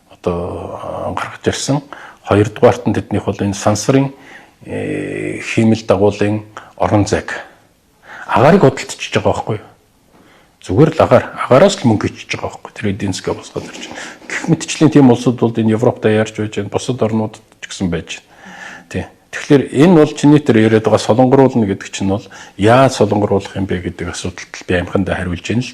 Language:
Mongolian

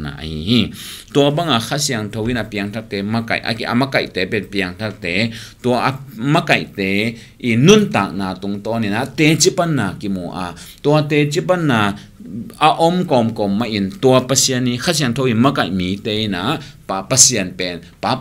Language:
Tedim Chin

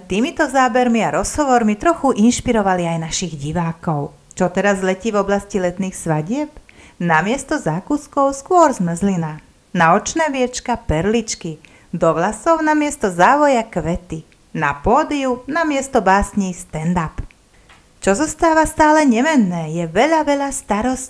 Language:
Slovak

